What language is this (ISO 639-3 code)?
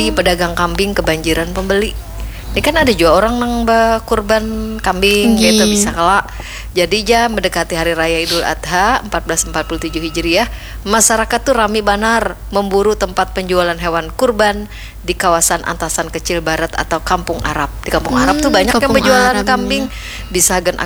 bjn